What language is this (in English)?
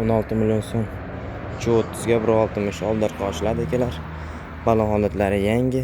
Uzbek